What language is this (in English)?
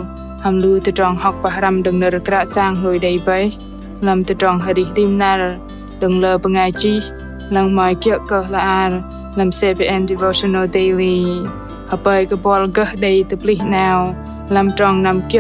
Bahnar